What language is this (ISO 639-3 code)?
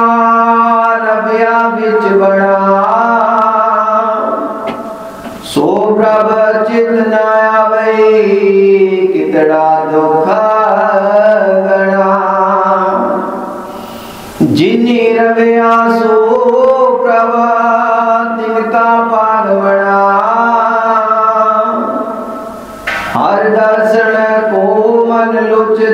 pan